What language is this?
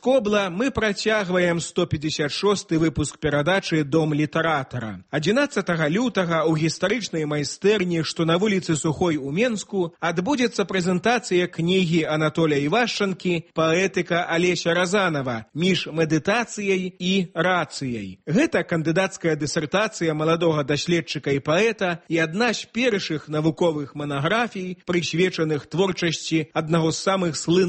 Belarusian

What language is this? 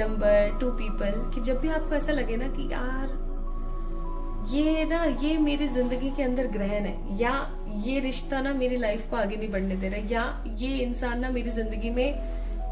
Hindi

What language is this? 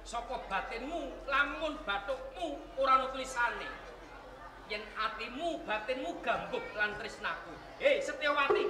Javanese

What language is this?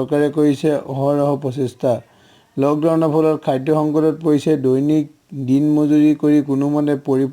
Assamese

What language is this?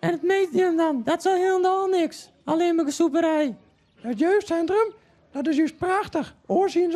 Western Frisian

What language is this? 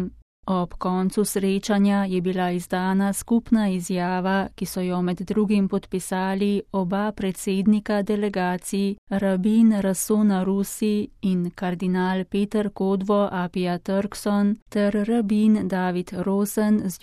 Slovenian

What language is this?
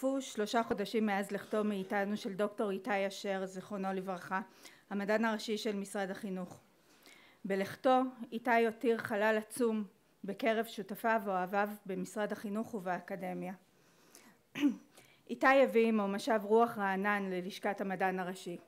Hebrew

